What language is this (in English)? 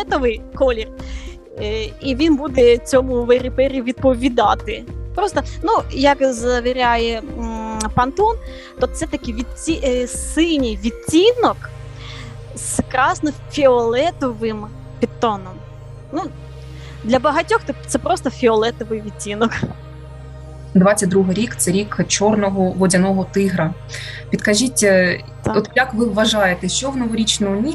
Ukrainian